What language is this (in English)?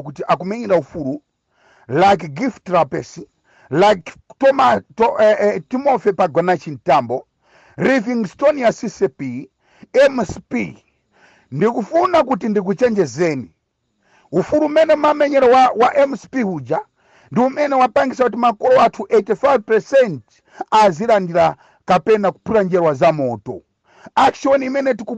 Nyanja